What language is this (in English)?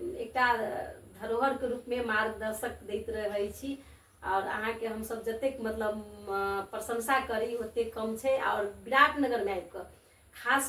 Maithili